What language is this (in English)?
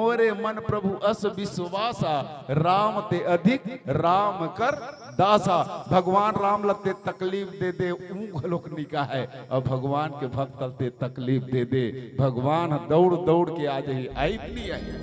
Chhattisgarhi